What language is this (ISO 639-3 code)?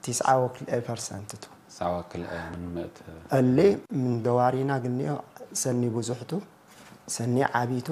tig